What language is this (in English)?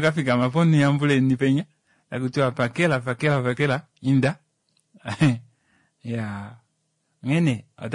Kuanyama